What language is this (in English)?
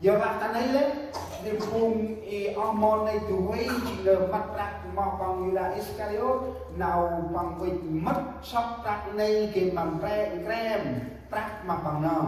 Central Mnong